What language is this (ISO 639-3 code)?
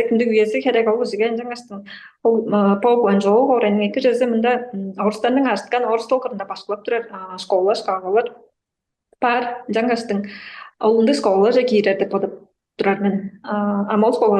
tyv